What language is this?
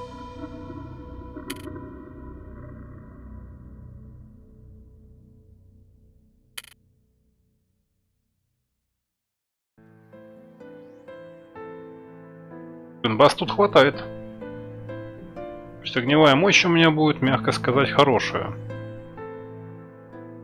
Russian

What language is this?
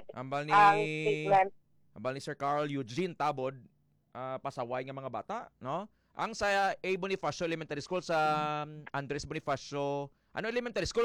Hiligaynon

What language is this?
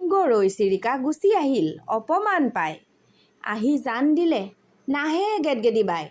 Assamese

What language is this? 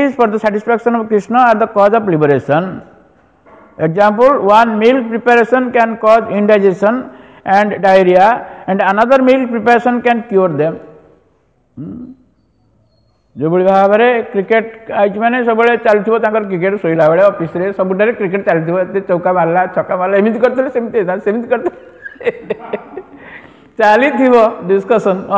Odia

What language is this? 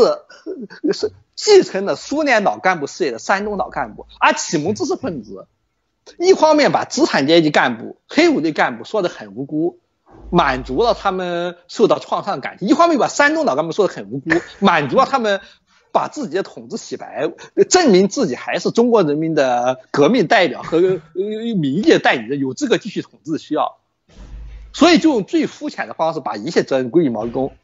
Chinese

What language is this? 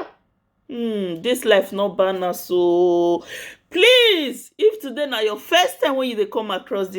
Nigerian Pidgin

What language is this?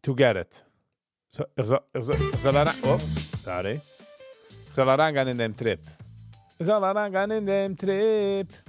Yiddish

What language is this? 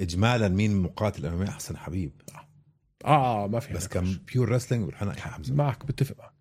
North Levantine Arabic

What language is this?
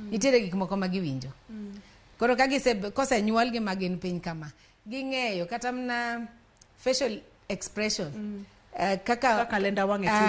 Luo (Kenya and Tanzania)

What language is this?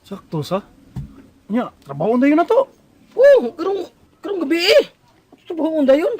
Cebuano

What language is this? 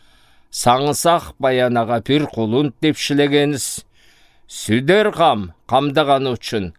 Southern Altai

